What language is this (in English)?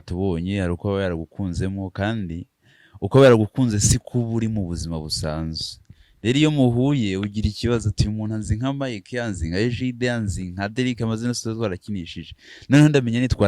Kinyarwanda